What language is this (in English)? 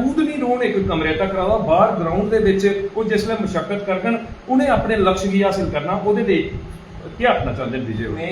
Dogri